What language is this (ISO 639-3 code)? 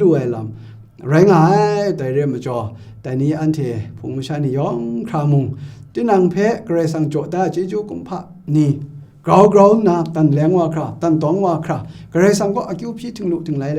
kac